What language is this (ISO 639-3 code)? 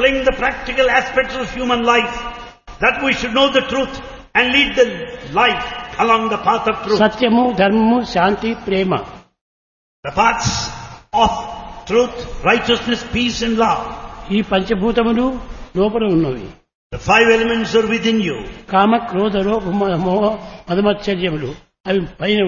tel